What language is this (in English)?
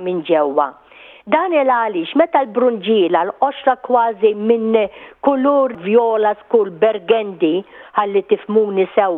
Maltese